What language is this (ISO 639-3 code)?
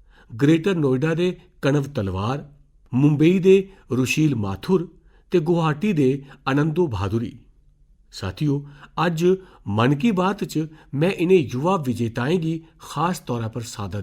doi